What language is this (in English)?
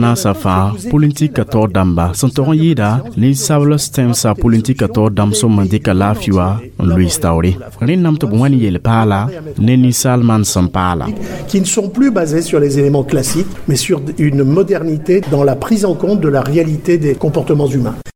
Mossi